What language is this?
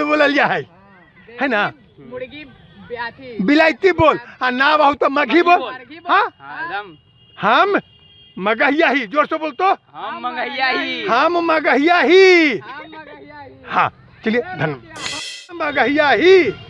Magahi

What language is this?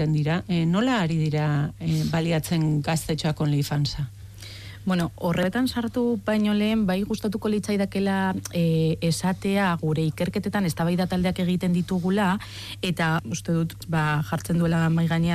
Basque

